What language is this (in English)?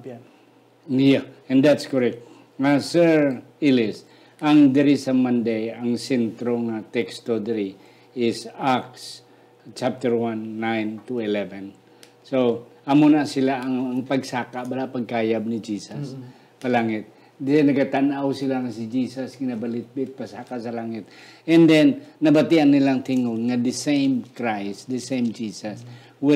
Hiligaynon